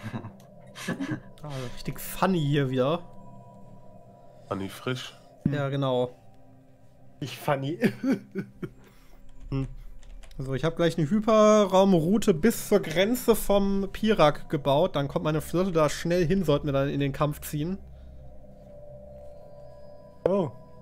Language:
German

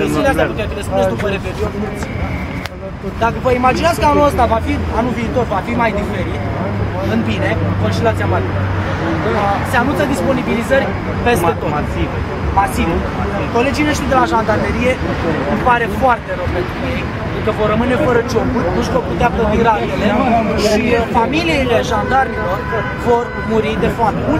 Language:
Romanian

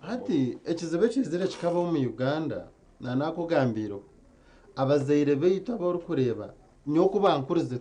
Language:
Nyankole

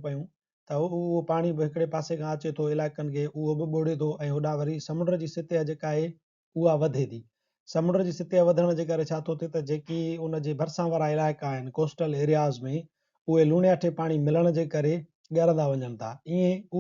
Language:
Sindhi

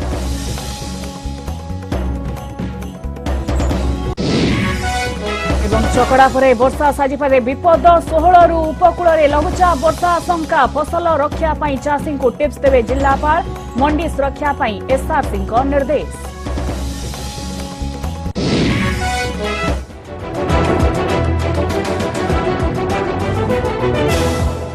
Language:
Odia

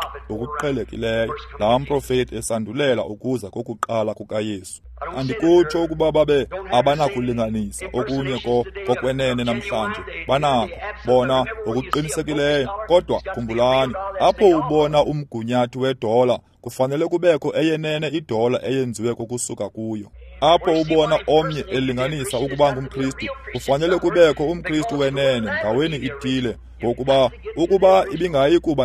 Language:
Xhosa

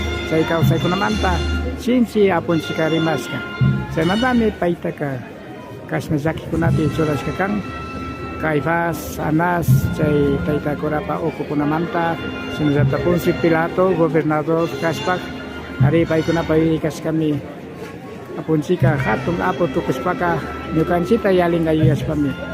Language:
Imbabura Highland Quichua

